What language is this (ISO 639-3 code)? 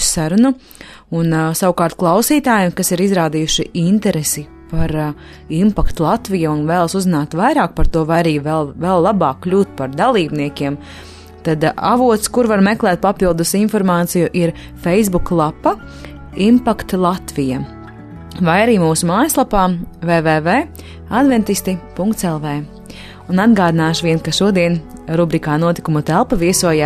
lav